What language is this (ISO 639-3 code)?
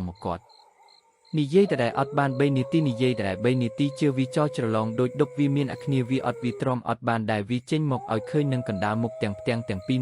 khm